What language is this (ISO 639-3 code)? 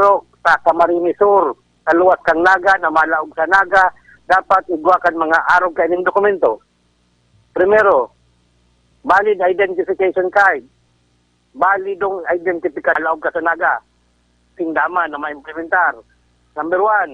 bik